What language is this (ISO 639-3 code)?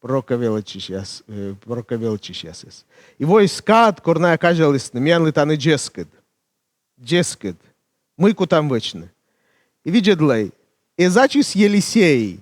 kom